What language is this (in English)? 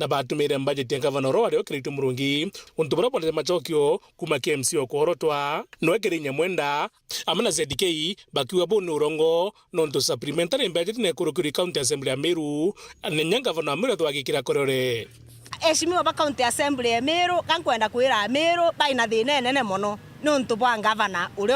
Meru